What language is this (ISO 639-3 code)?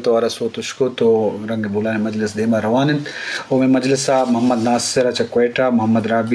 bgp